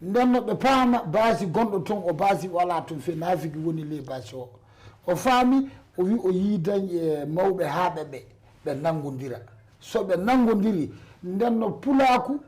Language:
Fula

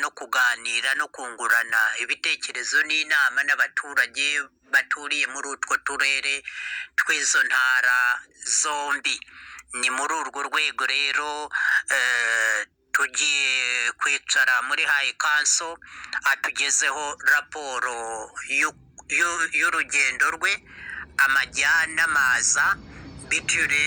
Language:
Kinyarwanda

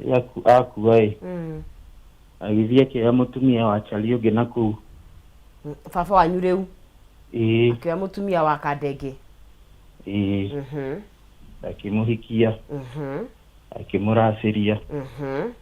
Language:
Kikuyu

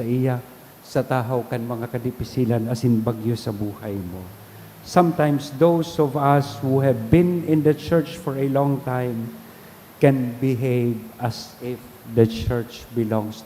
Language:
Bikol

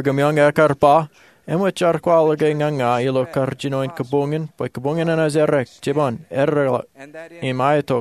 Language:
Marshallese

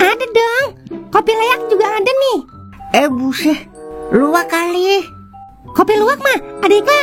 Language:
Betawi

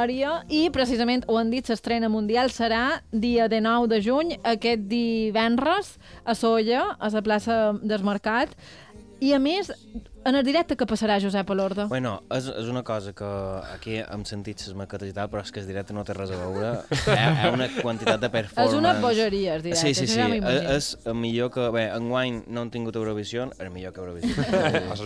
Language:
Catalan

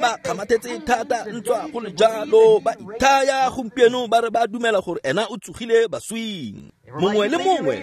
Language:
Tswana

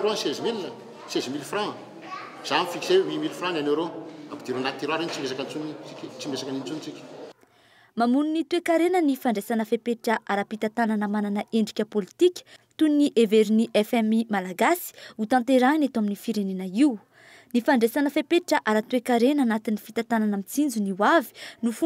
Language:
Malagasy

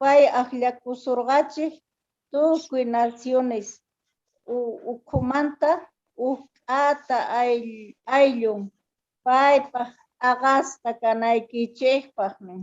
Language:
South Bolivian Quechua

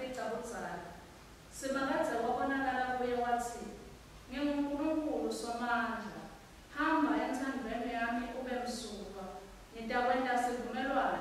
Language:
Swati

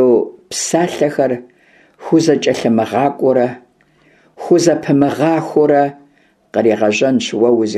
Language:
Kabardian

